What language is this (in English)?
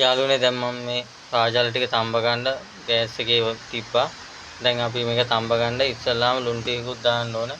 Sinhala